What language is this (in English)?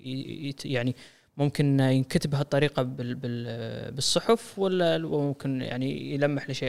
Gulf Arabic